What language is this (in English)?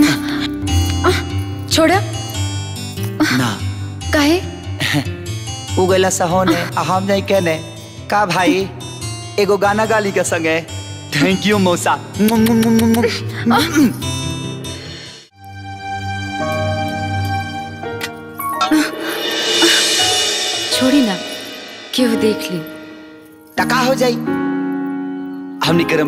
Bhojpuri